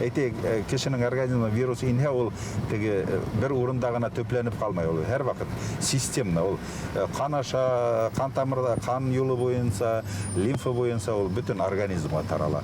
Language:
Bashkir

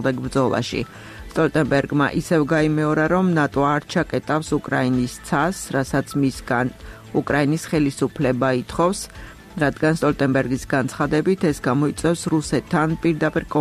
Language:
Georgian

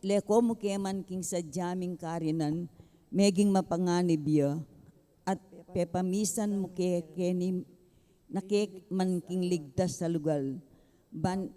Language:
Pampanga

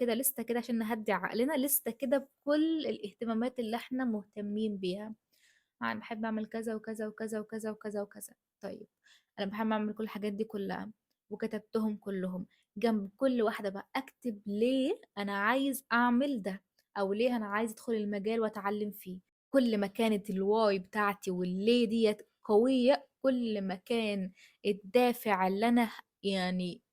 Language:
Egyptian Arabic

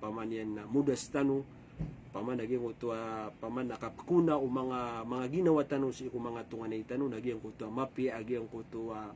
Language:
Maranao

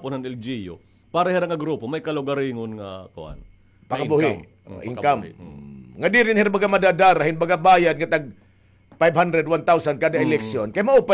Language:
Waray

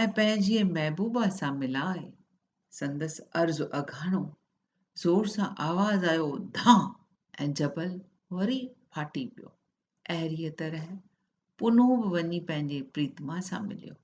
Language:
Sindhi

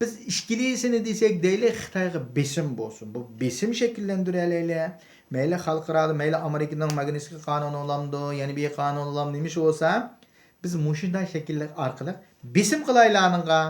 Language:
Uyghur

